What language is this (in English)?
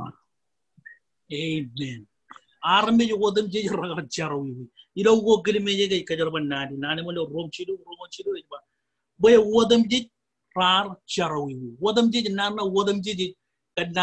Marshallese